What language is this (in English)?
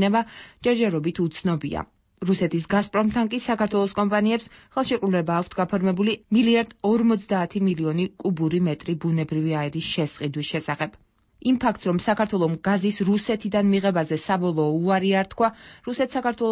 Georgian